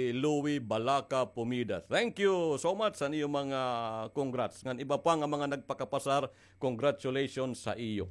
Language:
Waray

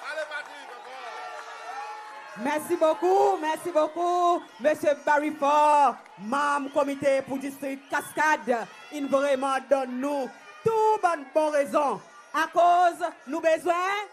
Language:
Seselwa Creole French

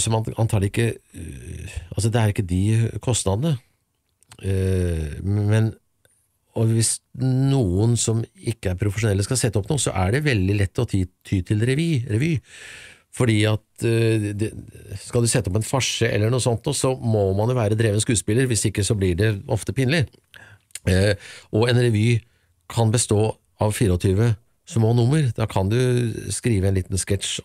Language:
Norwegian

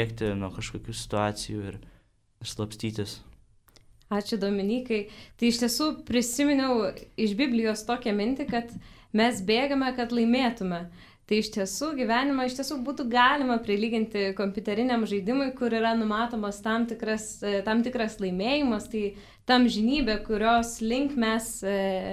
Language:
Lithuanian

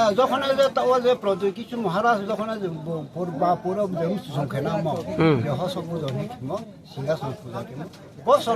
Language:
Riang (India)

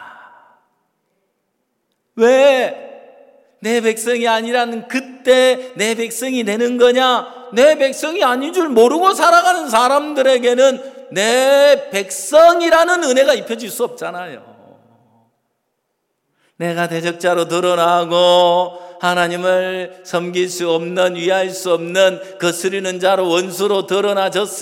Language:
Korean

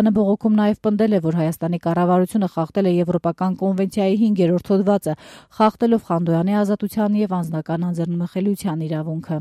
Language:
Armenian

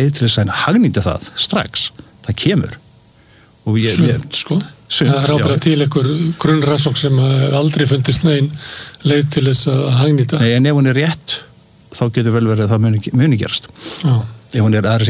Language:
Icelandic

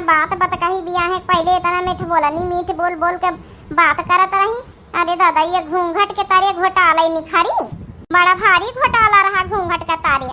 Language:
Awadhi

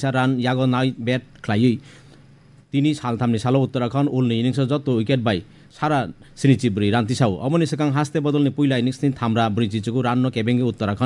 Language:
Kok Borok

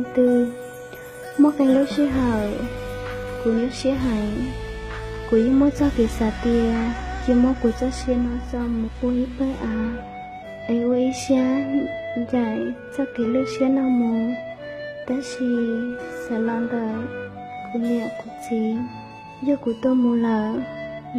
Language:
Hmong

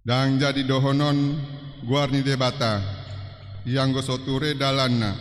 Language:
Batak Toba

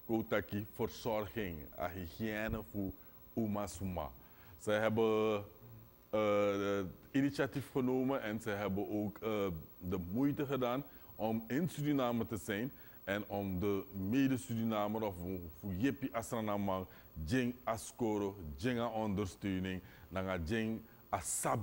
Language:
Dutch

